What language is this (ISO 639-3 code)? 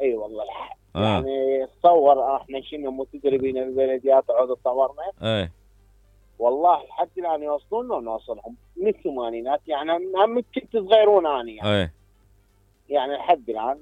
acm